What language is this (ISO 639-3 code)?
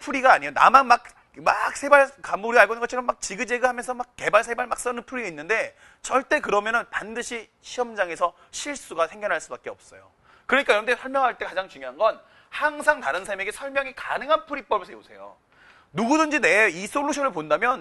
kor